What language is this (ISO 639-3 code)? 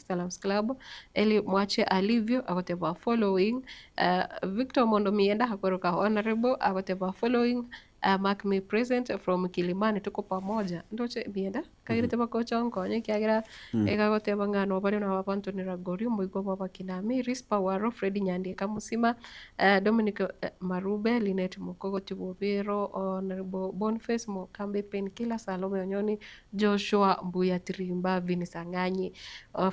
guz